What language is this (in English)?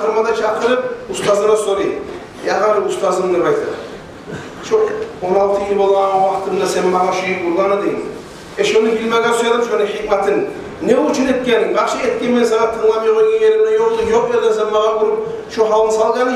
Kumyk